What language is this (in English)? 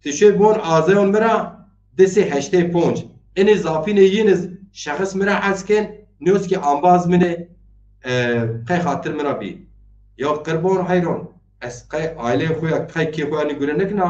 Zaza